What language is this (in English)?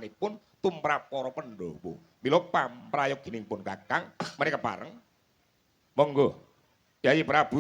Javanese